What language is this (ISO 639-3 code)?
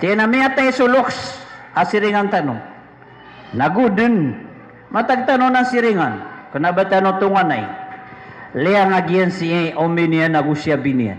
mrw